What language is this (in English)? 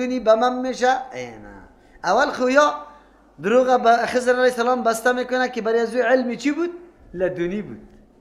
Persian